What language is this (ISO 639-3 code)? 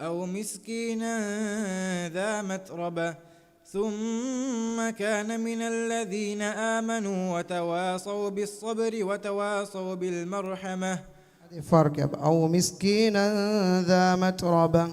div